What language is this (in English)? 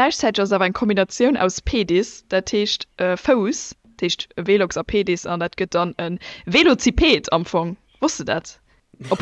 Luxembourgish